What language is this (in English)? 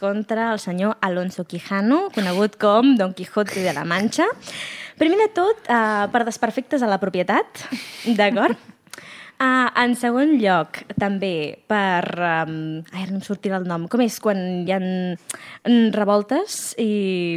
Catalan